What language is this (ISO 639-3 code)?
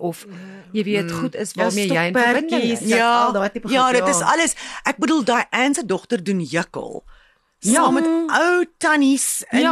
afr